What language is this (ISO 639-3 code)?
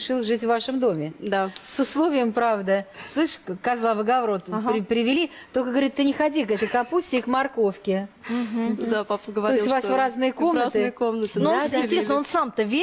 rus